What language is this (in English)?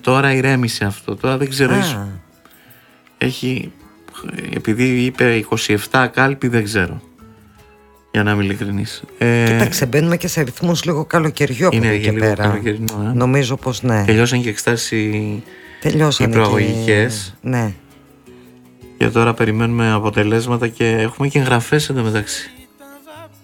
Greek